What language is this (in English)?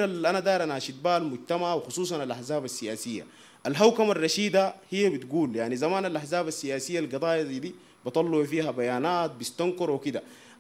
Sudanese Arabic